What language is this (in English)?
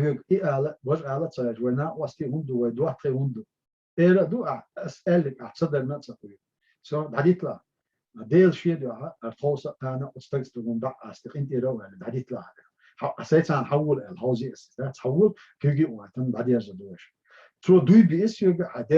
Chechen